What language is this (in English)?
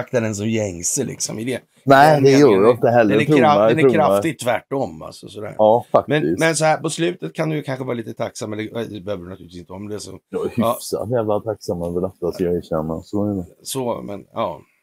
Swedish